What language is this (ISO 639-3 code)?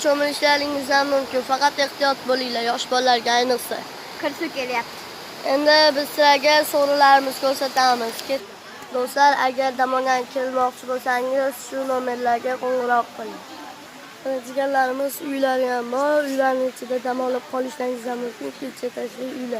uzb